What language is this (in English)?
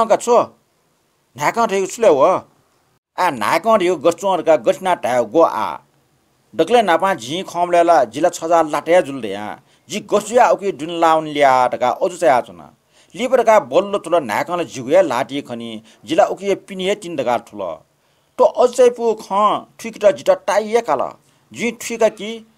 Newari